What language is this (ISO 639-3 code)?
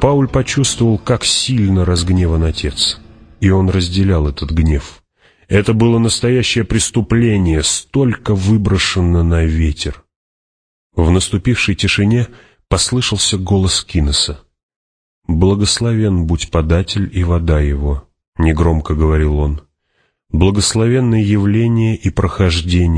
rus